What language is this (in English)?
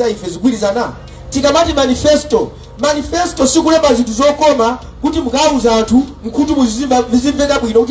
Nyanja